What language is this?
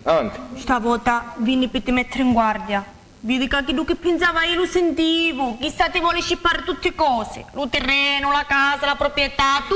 Sicilian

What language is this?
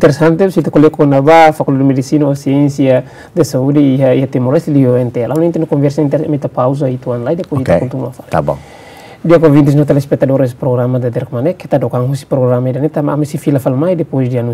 Tetum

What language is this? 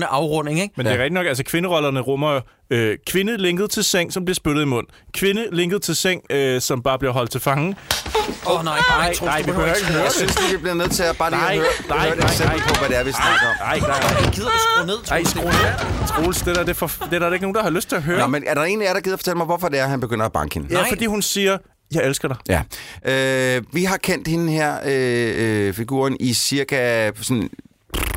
Danish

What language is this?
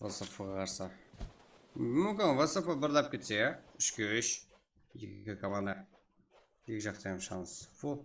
Kara-Kalpak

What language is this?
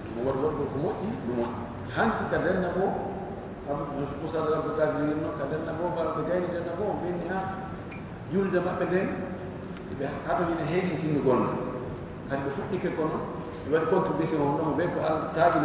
Fula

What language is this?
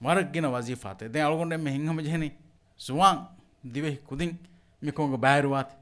Divehi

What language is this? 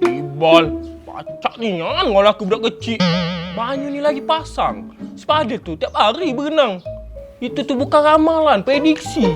Musi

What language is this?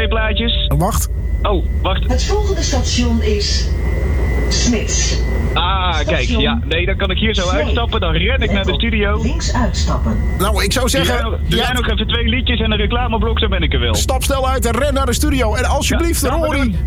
Dutch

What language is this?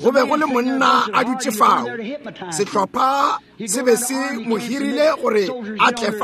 Northern Sotho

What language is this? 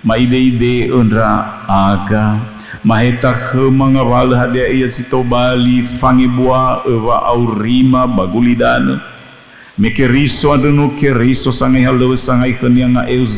Nias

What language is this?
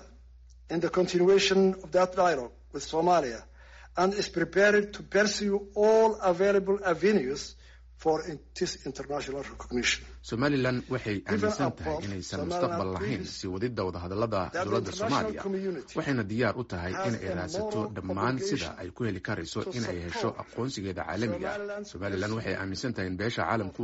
Somali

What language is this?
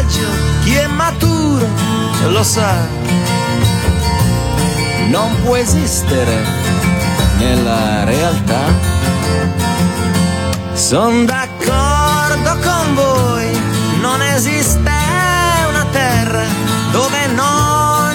Italian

